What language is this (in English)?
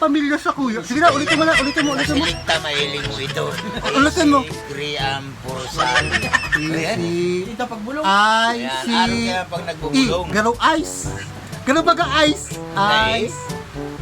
Bikol